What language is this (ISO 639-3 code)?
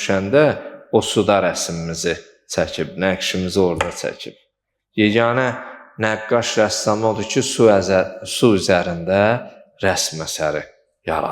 aze